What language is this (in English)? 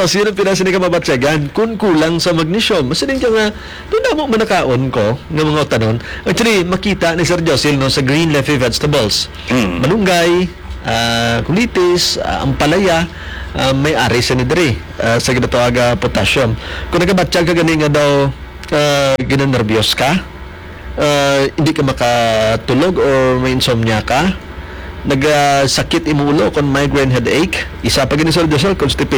Hiligaynon